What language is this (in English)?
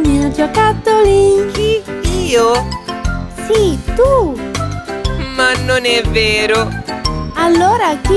Italian